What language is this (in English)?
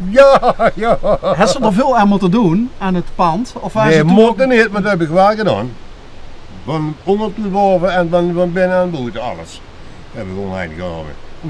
Limburgish